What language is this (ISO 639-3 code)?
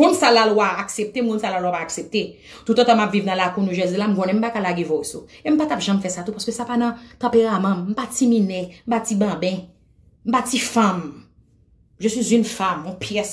hat